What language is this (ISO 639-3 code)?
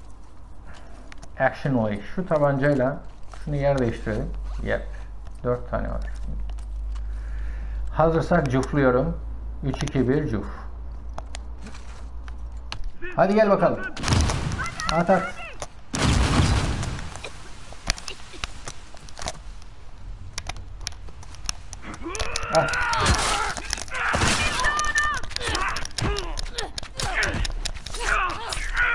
tur